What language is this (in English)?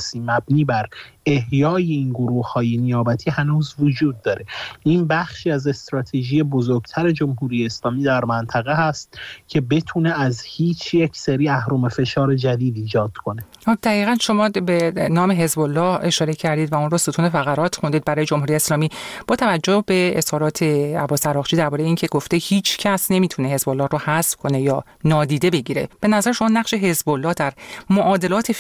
Persian